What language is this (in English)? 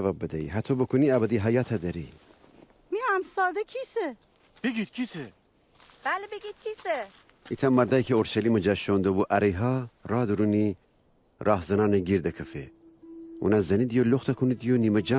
Gilaki